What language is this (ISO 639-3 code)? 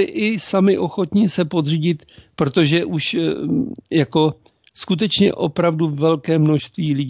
ces